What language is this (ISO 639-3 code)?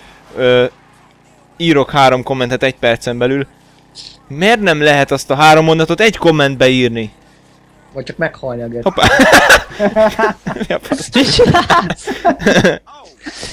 hun